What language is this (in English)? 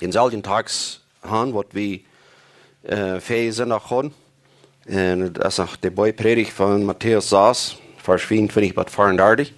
Plautdietsch